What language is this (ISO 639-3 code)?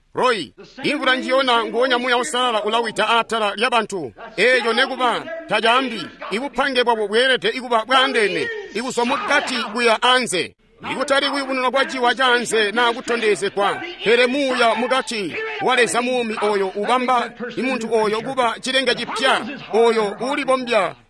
toi